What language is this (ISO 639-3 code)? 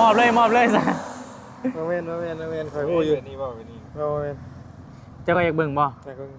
tts